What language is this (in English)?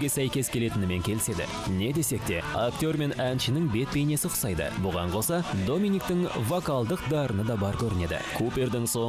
Kazakh